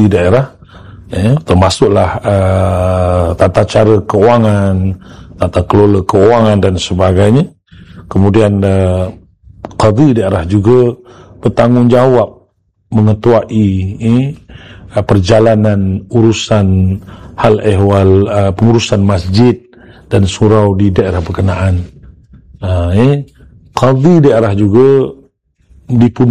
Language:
Malay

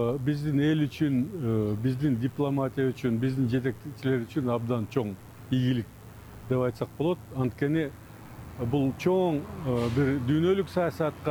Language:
Kyrgyz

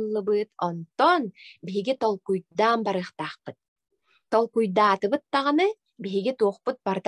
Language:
Yakut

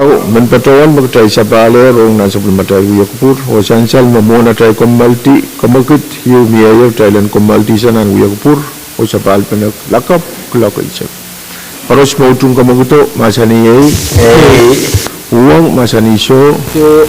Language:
Pohnpeian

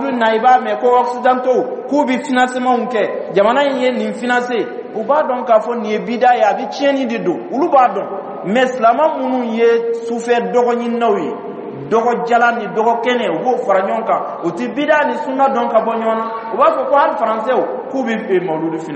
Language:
Dyula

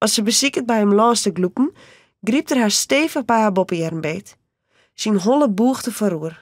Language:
Western Frisian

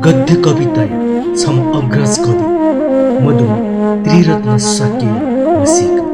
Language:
Newari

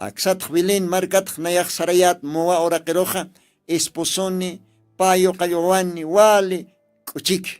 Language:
Aymara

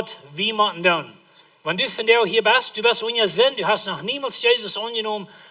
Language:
Plautdietsch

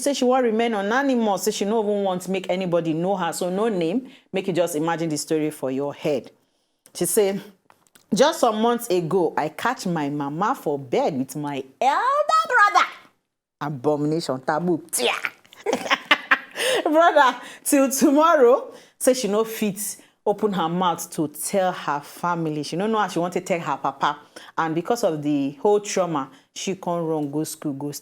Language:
Nigerian Pidgin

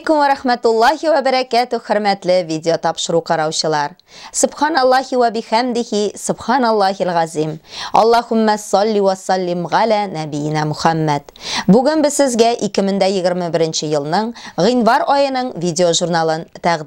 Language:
Tatar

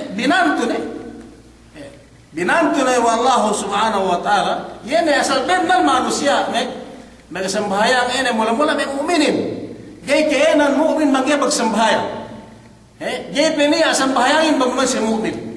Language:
Yakan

